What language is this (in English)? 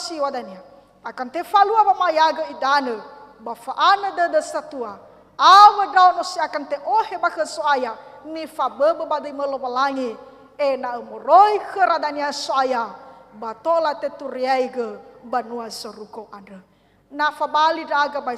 Nias